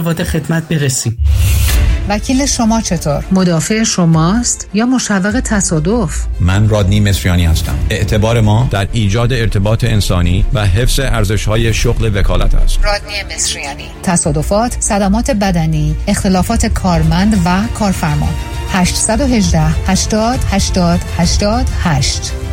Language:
Persian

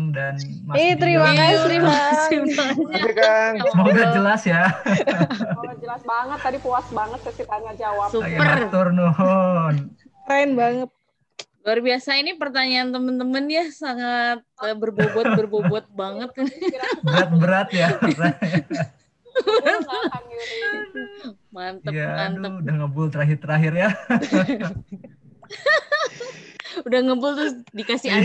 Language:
Indonesian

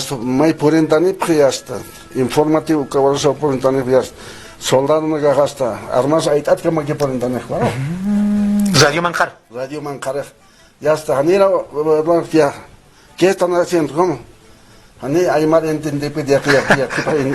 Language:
Aymara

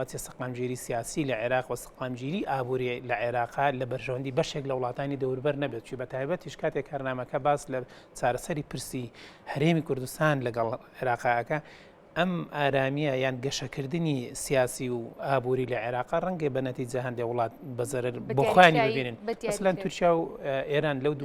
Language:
Central Kurdish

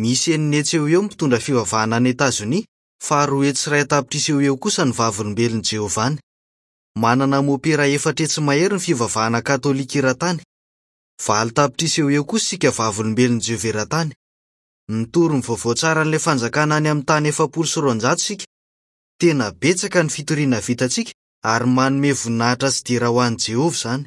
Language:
Malagasy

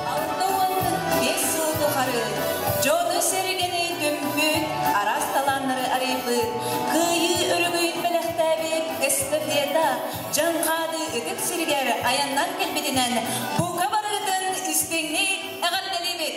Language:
Yakut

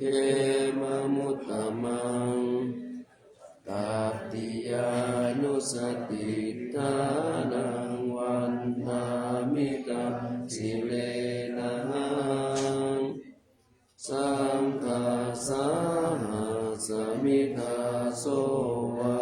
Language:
Pali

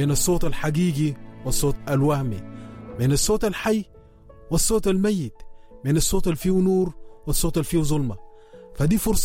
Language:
Sudanese Arabic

